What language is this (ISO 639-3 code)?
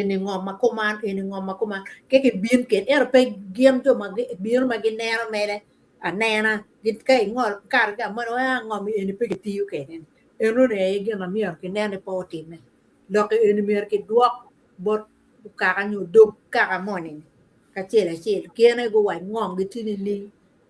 ach